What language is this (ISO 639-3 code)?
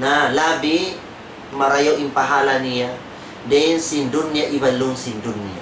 tsg